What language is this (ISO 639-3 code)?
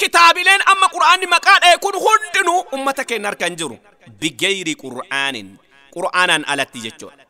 orm